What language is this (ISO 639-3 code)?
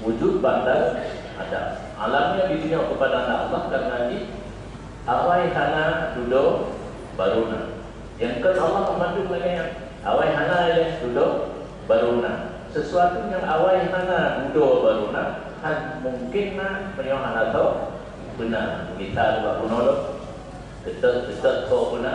ace